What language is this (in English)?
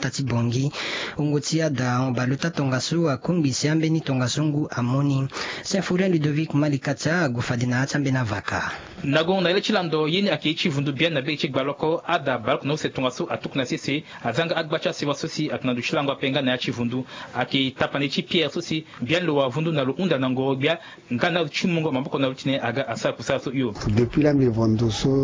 Sango